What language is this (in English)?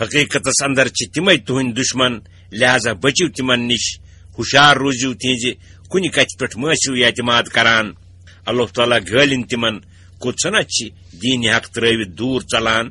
Kashmiri